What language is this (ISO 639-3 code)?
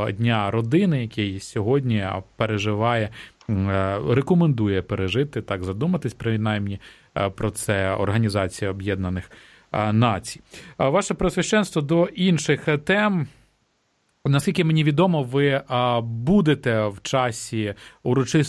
ukr